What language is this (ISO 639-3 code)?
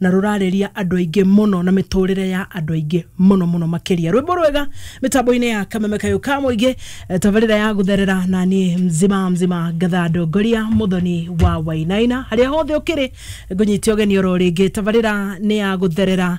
kik